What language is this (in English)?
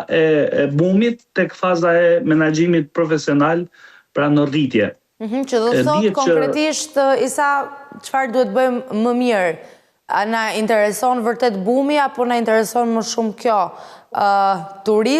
Albanian